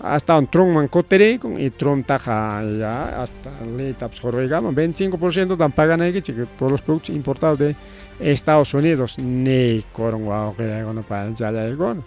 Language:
Ayacucho Quechua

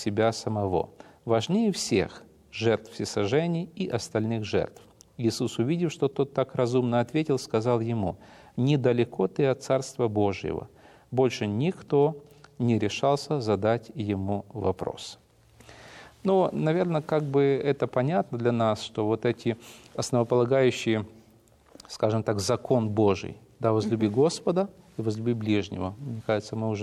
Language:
Russian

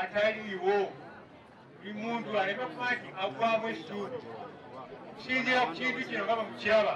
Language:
Ganda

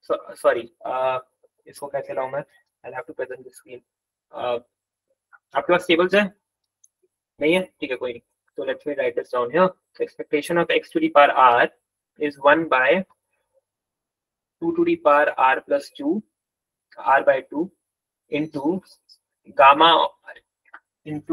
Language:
Hindi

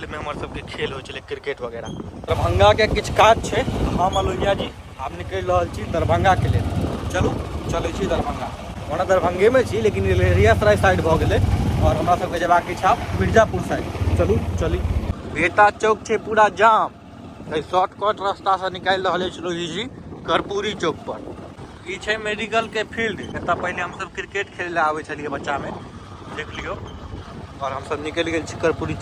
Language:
Maithili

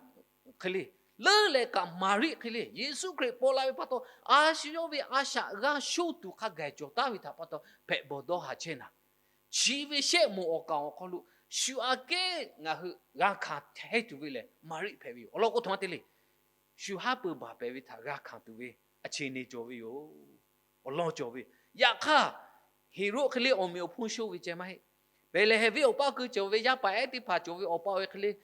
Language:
Lahu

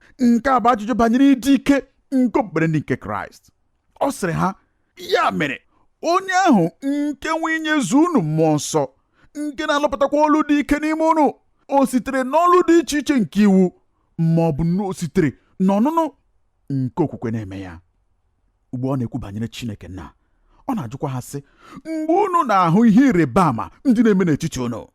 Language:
Igbo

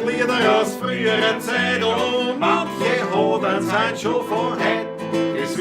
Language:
Bavarian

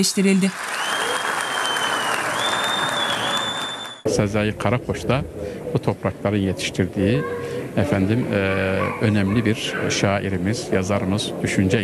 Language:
Turkish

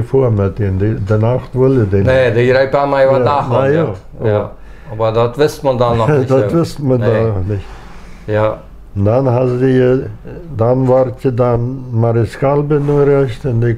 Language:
Plautdietsch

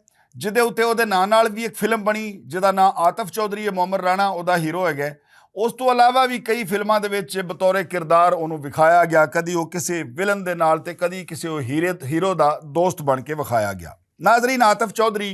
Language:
Western Panjabi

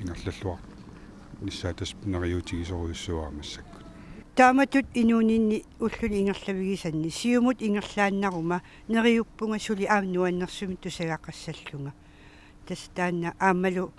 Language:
Kalaallisut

